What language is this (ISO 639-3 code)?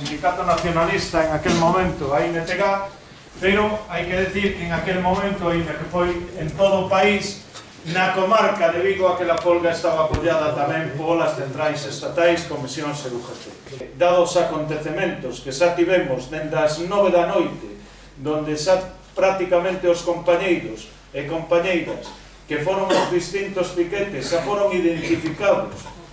glg